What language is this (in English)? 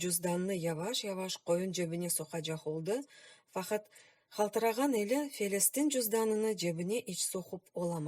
Crimean Tatar